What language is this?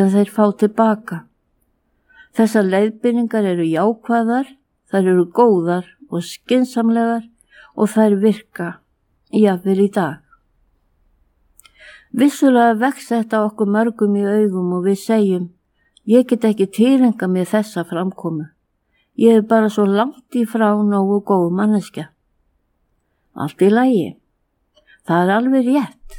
Icelandic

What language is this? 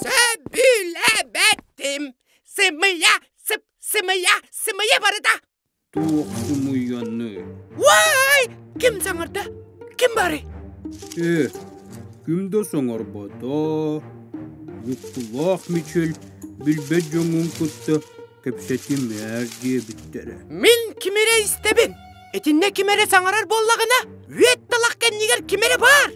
Yakut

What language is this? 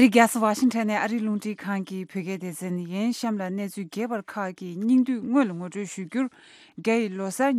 Tibetan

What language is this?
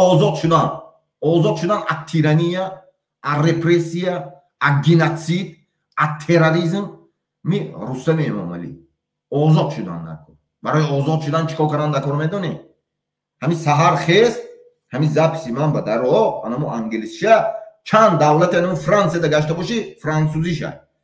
Tajik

